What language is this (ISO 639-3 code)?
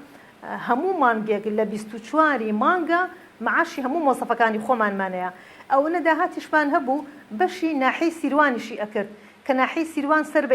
ckb